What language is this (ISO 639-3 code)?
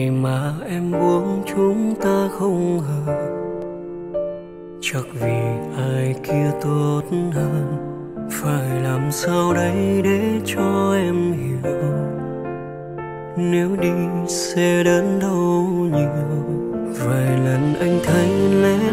vie